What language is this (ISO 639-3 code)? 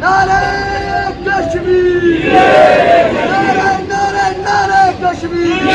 phr